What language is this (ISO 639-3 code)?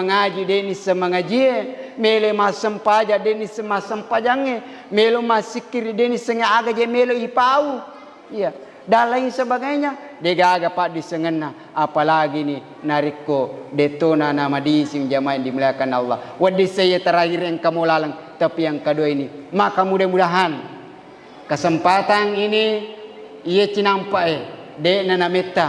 bug